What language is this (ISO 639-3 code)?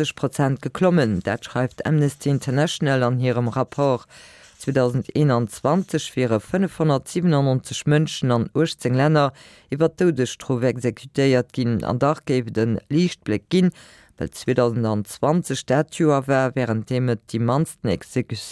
ltz